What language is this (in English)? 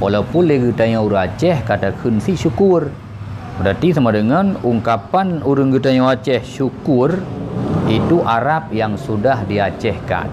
Achinese